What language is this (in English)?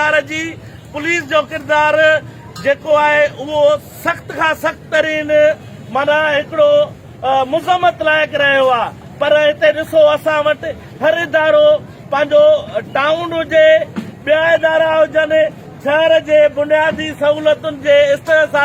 Sindhi